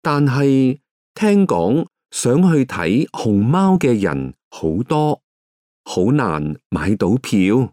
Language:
Cantonese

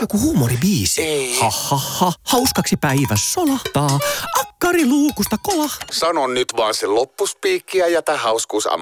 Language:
Finnish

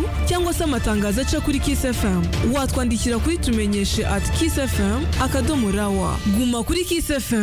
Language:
Kinyarwanda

